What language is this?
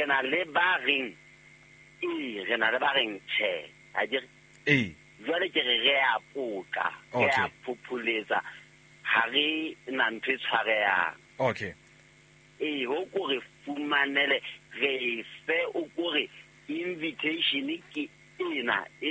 Southern Sotho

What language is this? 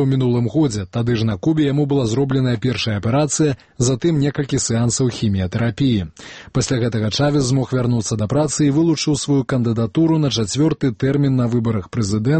Belarusian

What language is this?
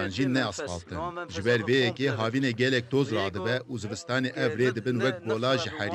Kurdish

